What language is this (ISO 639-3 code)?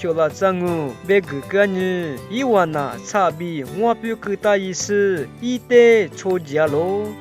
lis